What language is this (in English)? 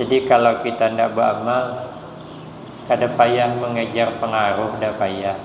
Banjar